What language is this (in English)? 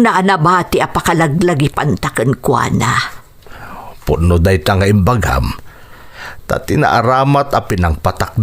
Iloko